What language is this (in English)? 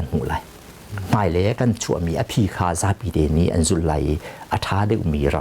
Hakha Chin